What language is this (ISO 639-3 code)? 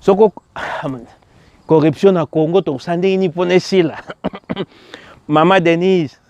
lin